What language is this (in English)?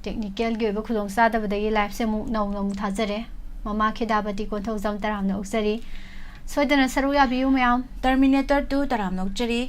Manipuri